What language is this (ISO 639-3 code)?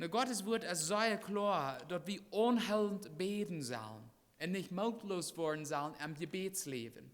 pdt